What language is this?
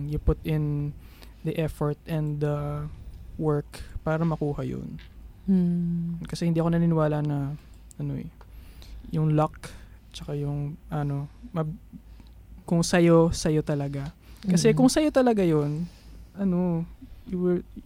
Filipino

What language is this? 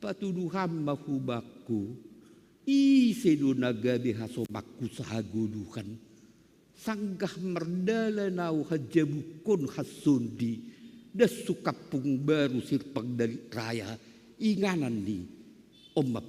Batak Simalungun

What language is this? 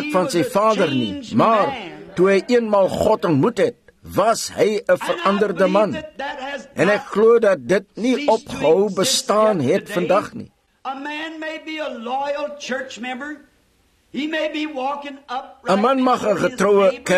Afrikaans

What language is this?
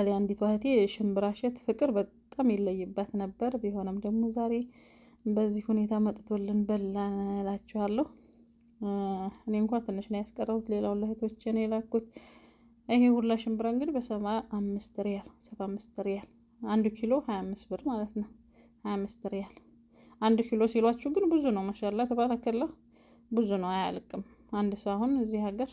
Amharic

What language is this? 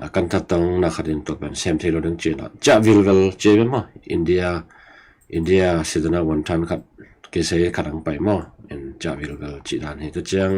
Tedim Chin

